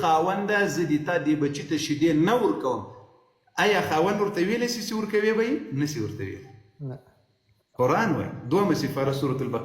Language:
Pashto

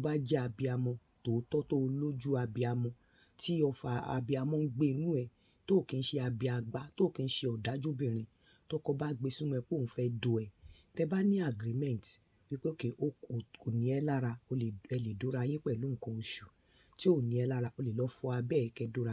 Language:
Yoruba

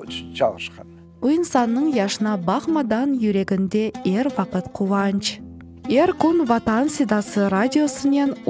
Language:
Crimean Tatar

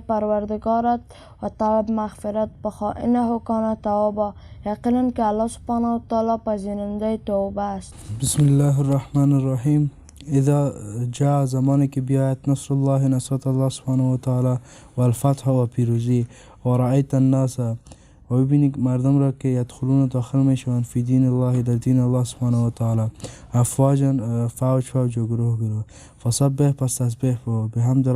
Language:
Persian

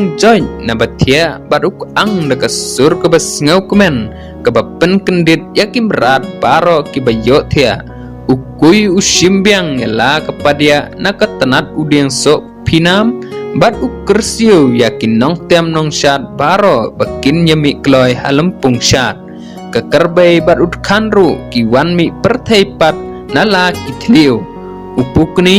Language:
Khasi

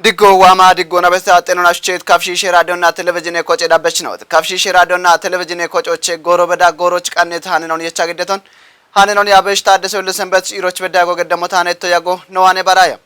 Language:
Kafa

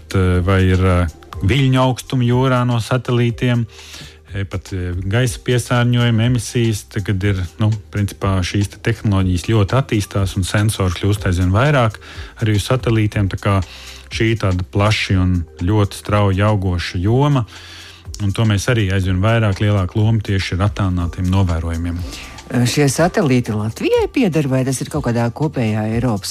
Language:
Latvian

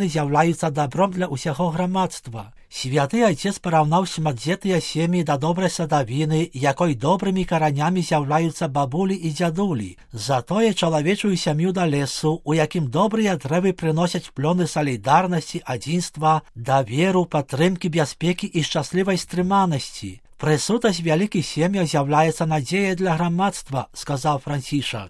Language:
Belarusian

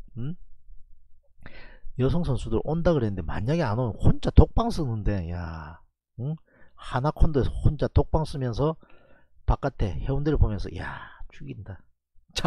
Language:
Korean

